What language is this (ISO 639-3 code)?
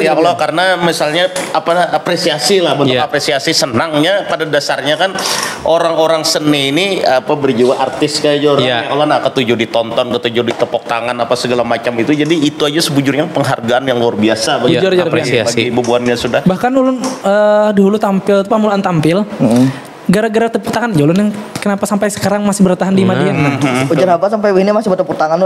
bjn